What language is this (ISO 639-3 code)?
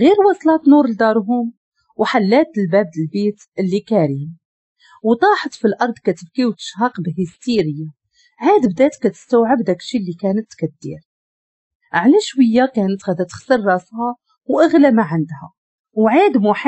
ary